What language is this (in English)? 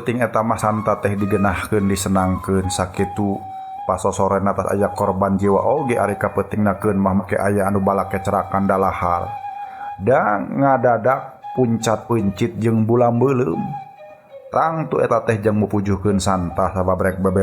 Sundanese